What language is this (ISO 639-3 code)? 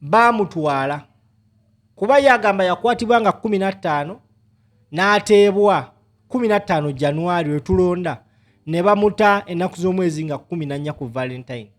lug